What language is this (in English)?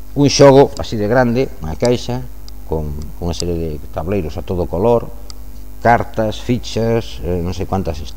Galician